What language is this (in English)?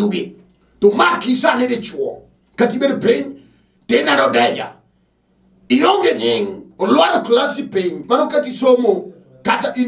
Luo (Kenya and Tanzania)